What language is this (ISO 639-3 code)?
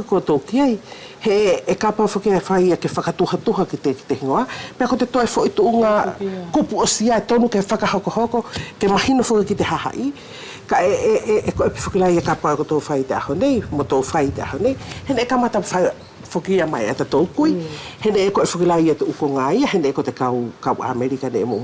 wls